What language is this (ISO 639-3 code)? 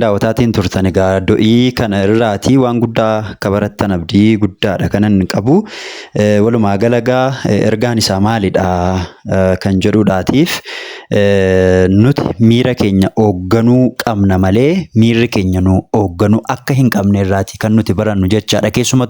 orm